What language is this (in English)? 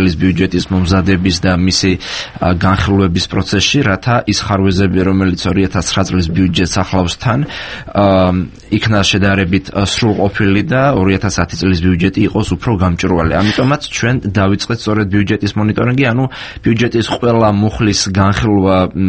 Georgian